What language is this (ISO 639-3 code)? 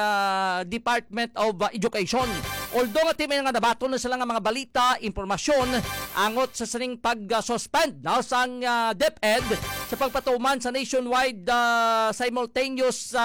hil